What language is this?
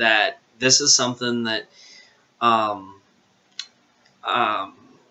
English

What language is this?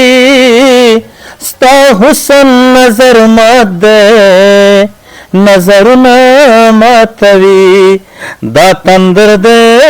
Pashto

